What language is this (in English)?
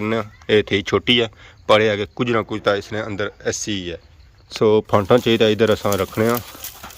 Pahari-Potwari